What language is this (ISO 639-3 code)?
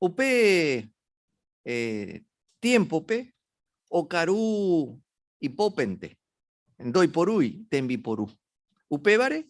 grn